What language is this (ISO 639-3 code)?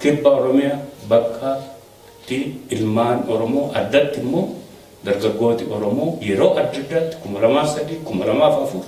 orm